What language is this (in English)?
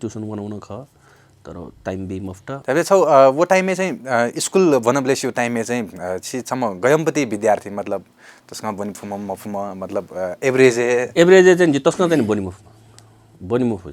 Newari